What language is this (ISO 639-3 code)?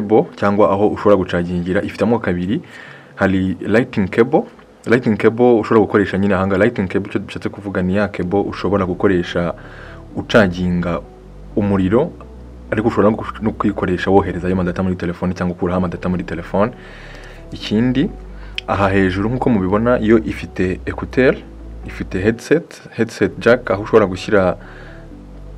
kin